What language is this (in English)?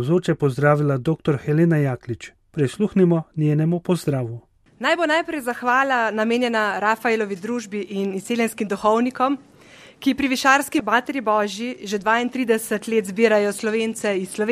Slovenian